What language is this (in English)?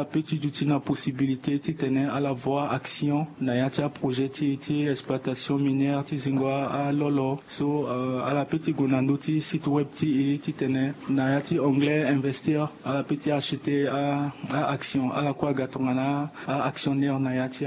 Sango